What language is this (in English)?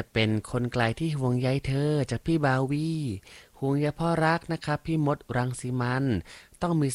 Thai